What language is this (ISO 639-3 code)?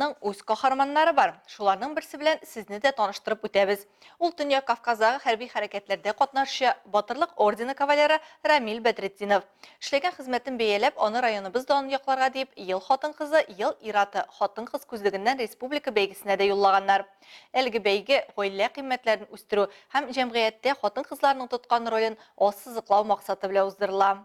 tat